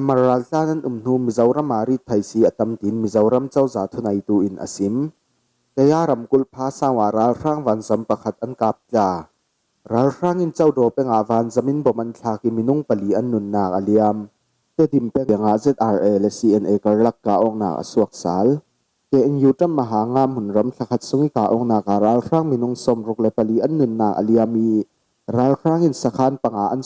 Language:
Falam Chin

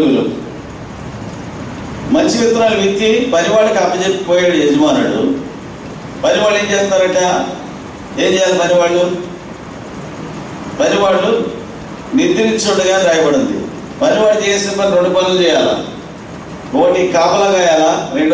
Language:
Telugu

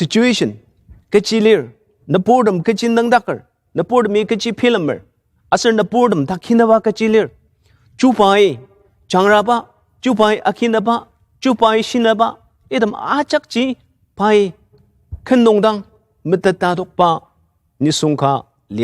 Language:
Ao Naga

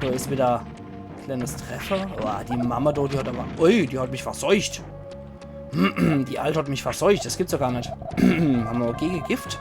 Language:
Palatine German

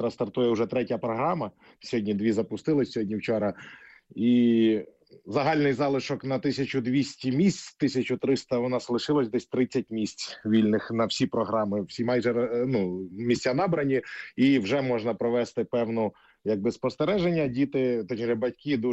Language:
Ukrainian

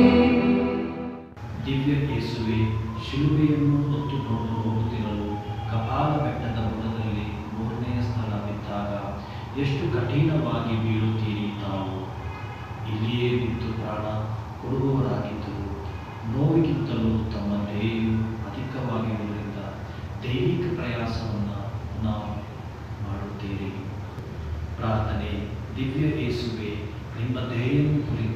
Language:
Kannada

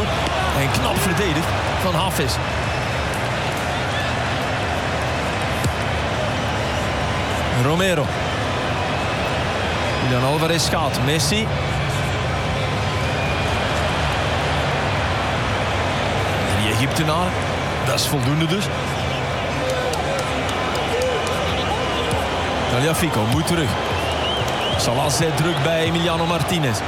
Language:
Dutch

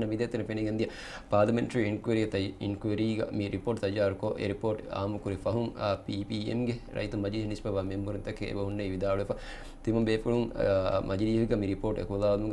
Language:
Divehi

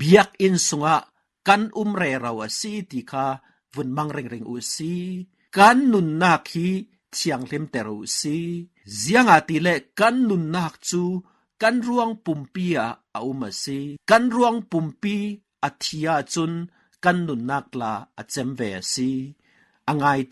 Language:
Falam Chin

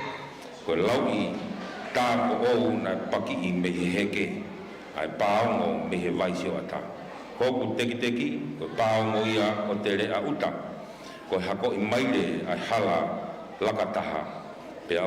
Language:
Tongan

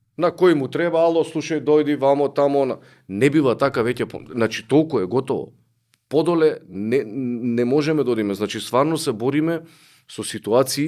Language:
Macedonian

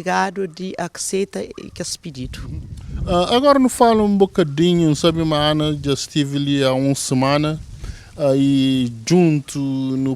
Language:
Kabuverdianu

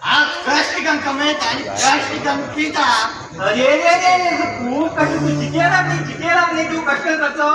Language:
Konkani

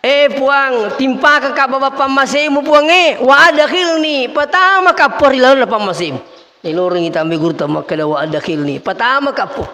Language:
Buginese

